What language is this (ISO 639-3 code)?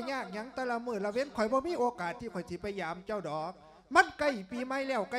lao